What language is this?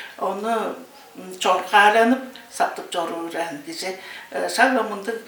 Tuvinian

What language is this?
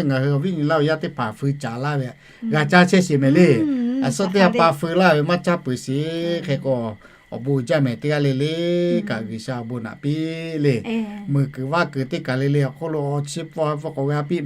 Lahu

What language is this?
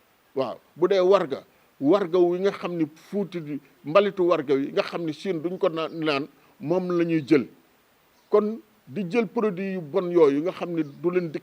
Wolof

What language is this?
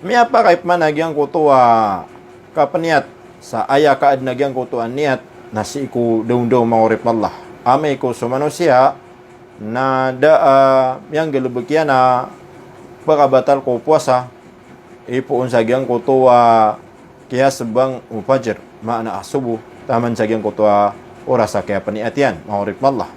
Maranao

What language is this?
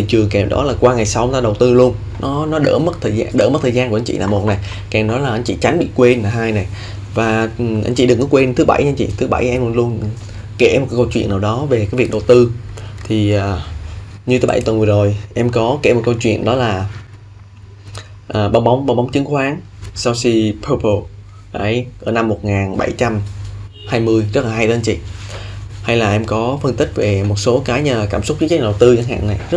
Vietnamese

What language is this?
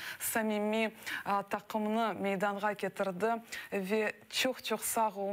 Crimean Tatar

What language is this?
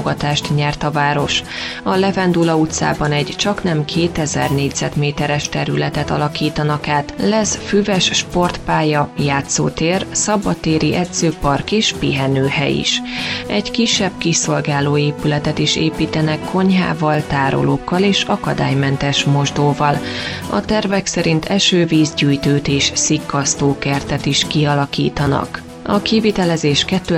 Hungarian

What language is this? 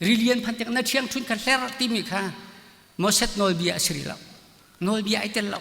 Hakha Chin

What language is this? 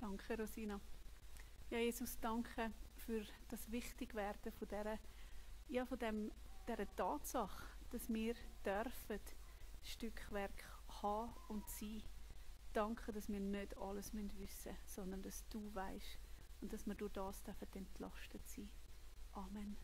Swiss German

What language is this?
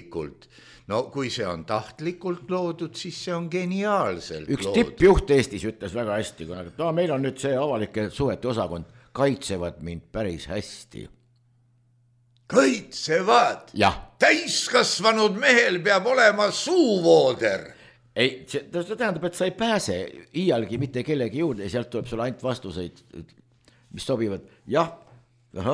Estonian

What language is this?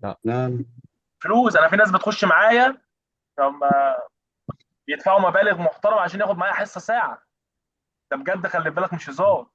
Egyptian Arabic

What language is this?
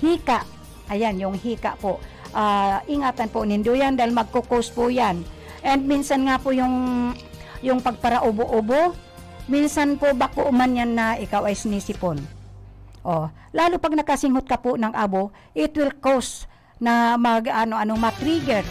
Bikol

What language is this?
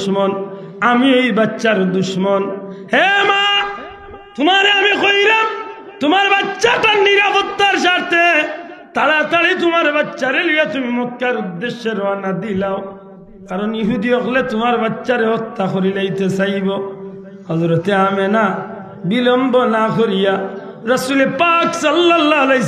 Sylheti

